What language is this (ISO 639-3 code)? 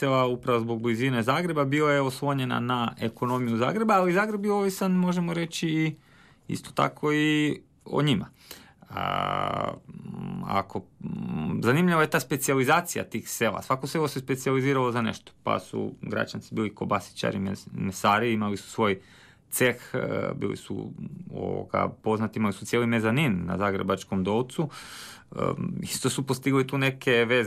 hrv